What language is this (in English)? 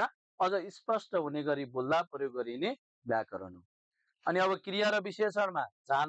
Nepali